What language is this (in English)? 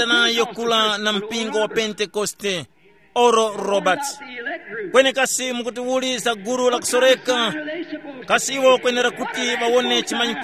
Tumbuka